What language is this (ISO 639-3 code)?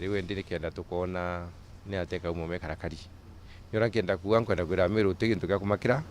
mer